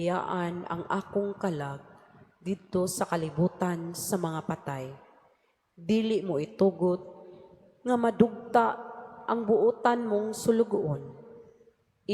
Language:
Cebuano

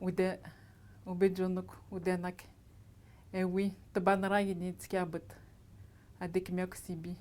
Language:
Atikamekw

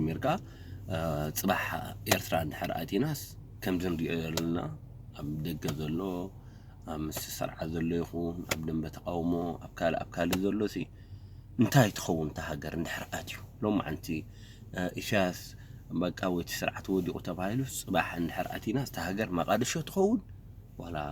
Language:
Tigrinya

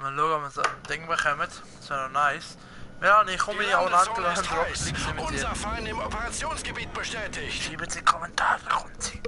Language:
Swiss German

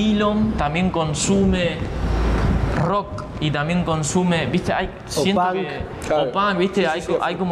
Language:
Spanish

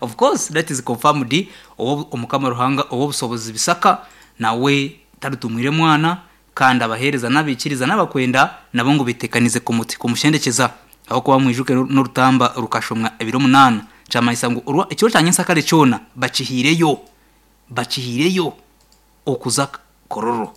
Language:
Nyankole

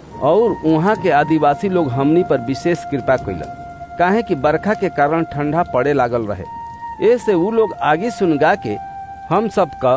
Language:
Bhojpuri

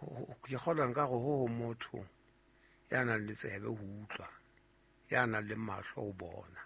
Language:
Southern Sotho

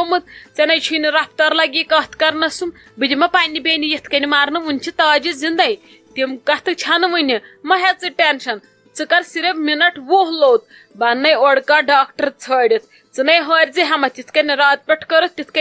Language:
Kashmiri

